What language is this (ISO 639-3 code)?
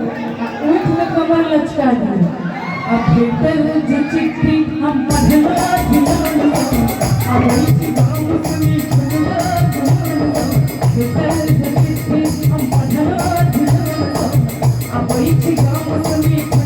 mai